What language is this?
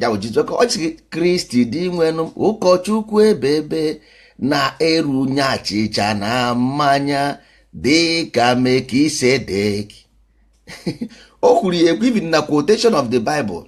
Igbo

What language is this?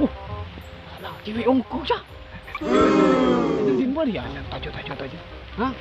Madurese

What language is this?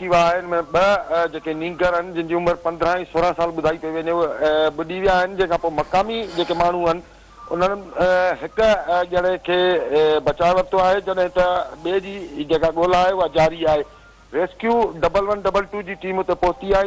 Sindhi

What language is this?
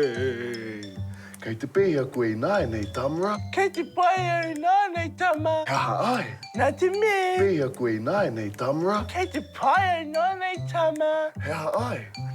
Māori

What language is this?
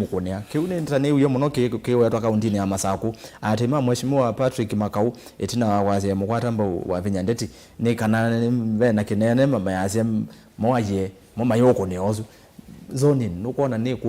Kamba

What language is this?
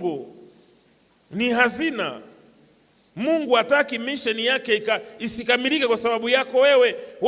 Swahili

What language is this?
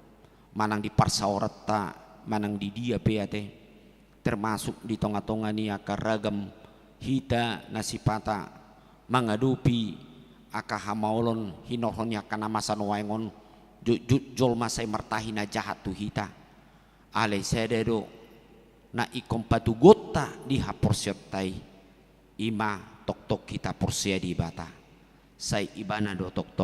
Batak Toba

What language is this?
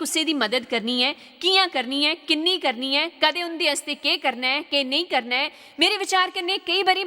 Dogri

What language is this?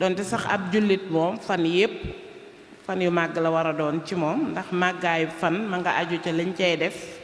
Wolof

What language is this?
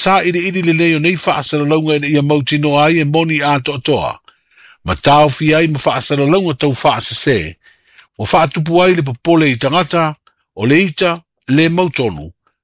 Samoan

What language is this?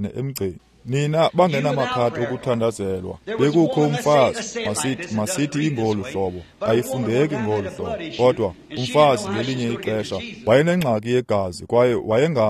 Xhosa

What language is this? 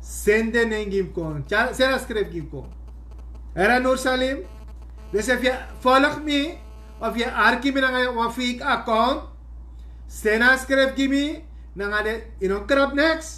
Sranan Tongo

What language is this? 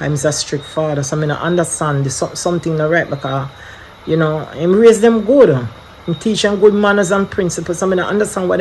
Jamaican Creole English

